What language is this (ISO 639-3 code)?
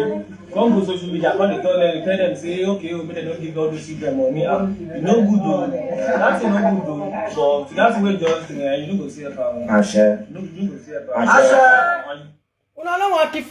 pcm